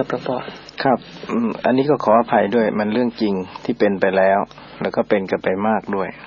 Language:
Thai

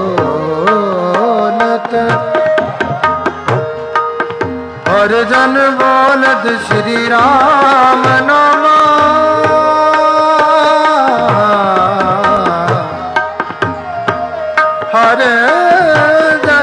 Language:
Hindi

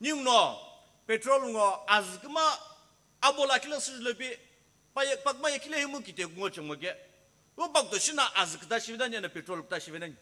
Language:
Sumi Naga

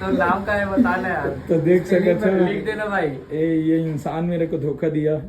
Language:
Chhattisgarhi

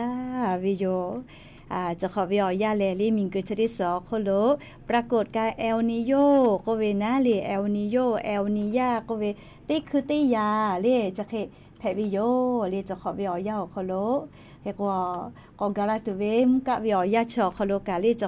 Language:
Lahu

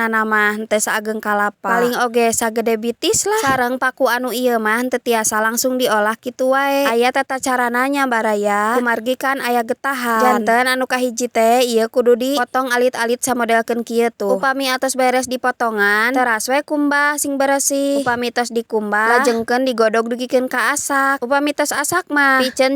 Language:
Sundanese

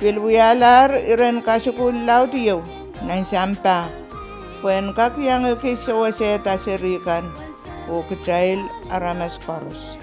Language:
Pohnpeian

